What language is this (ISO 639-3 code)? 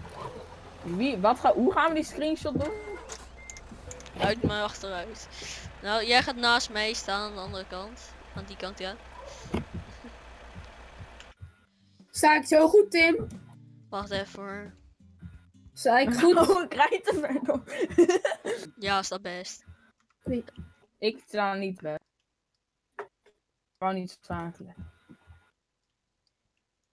nld